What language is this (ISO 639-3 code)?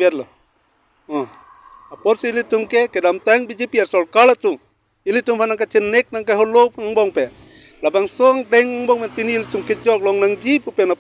mjw